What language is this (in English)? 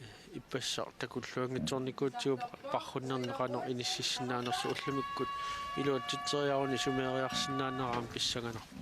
Kalaallisut